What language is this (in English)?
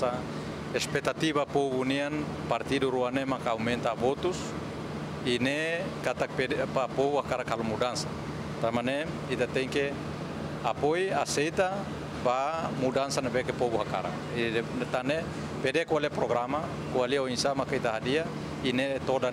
Tetum